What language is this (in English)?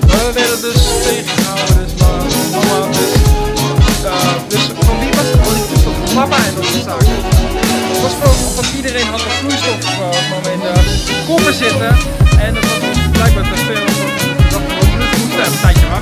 Dutch